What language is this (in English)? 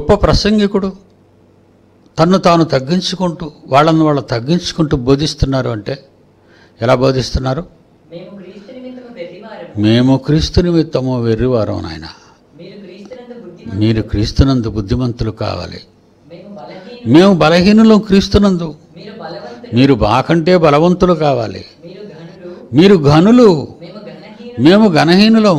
Telugu